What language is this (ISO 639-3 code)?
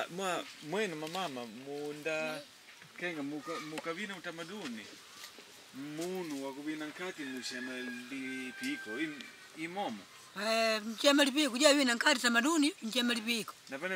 kde